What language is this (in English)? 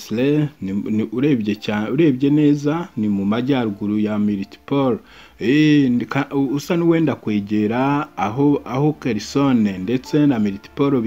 Kinyarwanda